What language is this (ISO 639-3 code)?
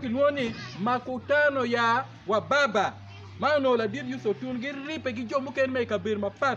ach